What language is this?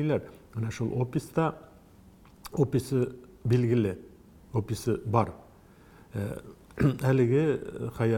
Tatar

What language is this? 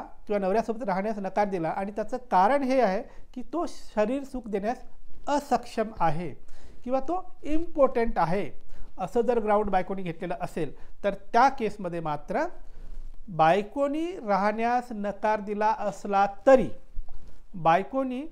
Marathi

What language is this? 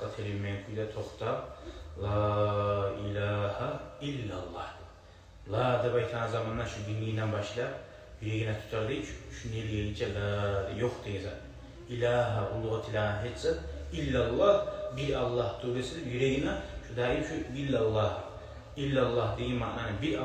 Kumyk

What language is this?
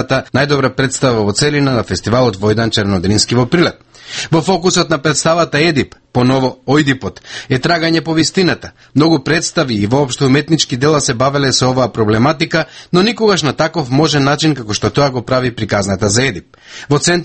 Macedonian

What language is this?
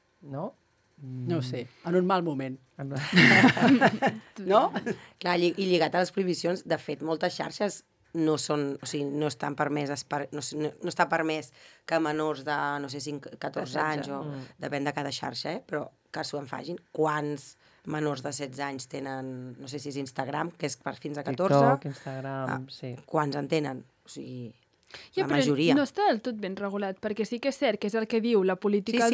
Catalan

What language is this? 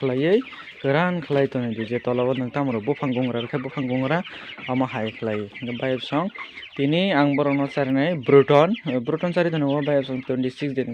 Kok Borok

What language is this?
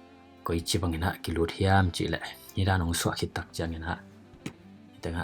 Tedim Chin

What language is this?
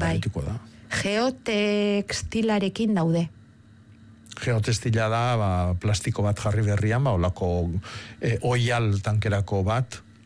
Basque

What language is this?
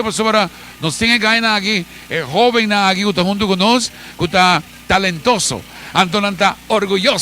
Papiamento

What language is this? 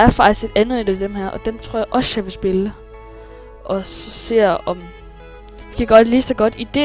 Danish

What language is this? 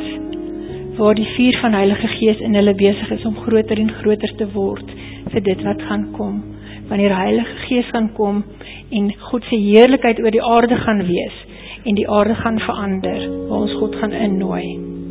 Afrikaans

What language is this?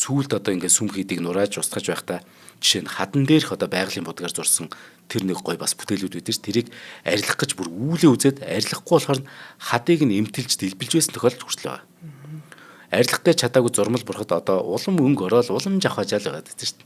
Mongolian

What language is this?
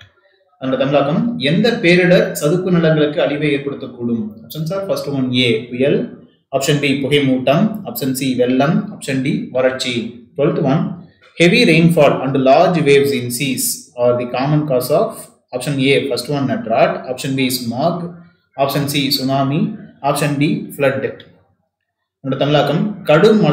Tamil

